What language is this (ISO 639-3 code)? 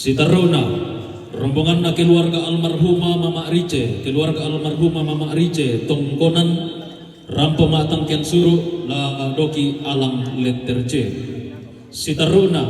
sda